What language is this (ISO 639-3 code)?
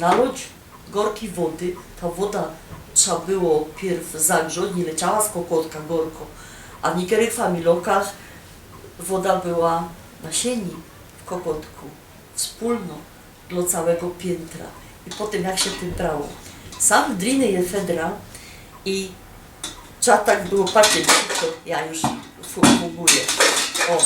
szl